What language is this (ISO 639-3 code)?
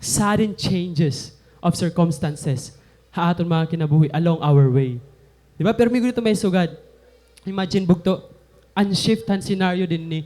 war